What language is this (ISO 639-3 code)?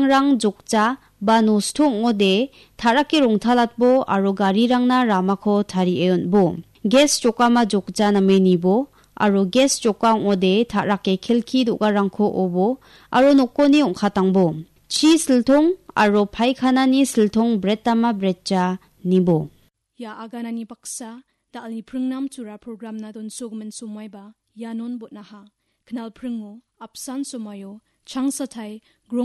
grt